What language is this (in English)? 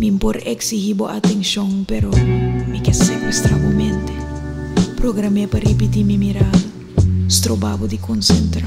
Papiamento